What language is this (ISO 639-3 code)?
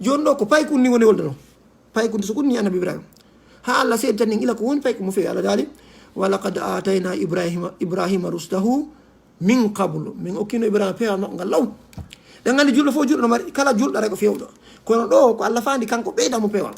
ful